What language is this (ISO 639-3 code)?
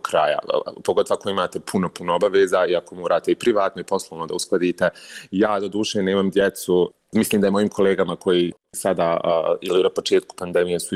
bos